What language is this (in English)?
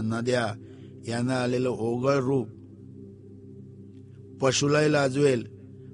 Marathi